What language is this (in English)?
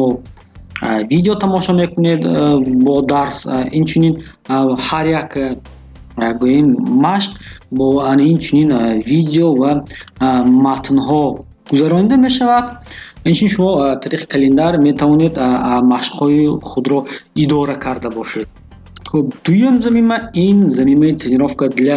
Tajik